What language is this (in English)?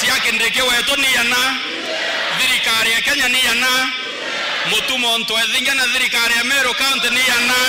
Meru